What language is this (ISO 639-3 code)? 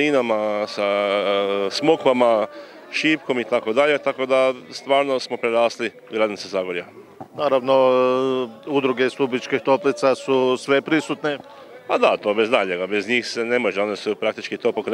hrv